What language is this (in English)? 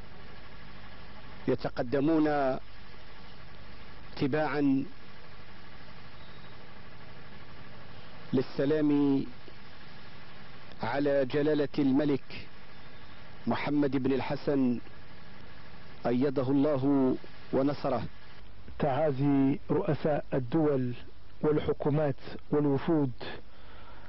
Arabic